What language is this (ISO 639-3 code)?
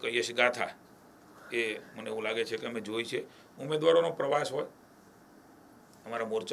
guj